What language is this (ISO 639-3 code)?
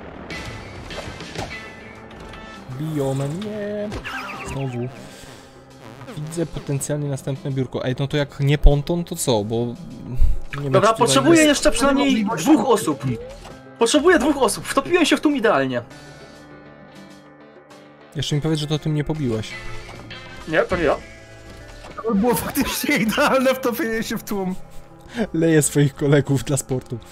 pol